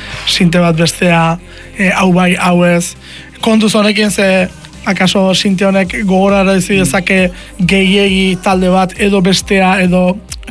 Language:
Basque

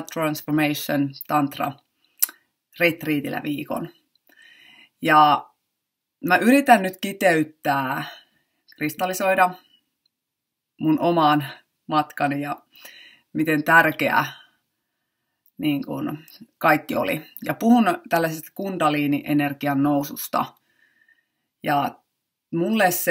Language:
Finnish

